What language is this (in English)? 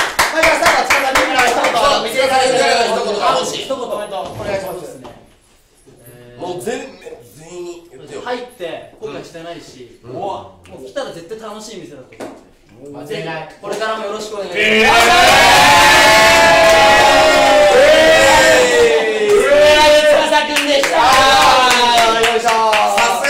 Japanese